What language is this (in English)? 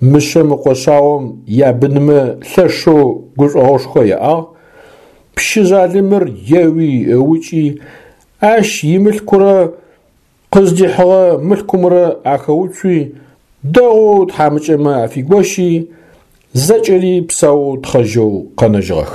Adyghe